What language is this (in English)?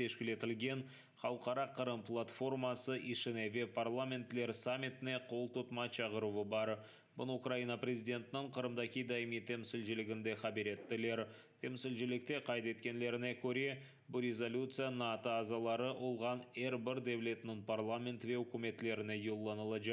Crimean Tatar